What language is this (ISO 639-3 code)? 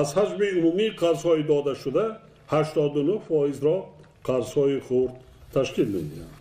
tgk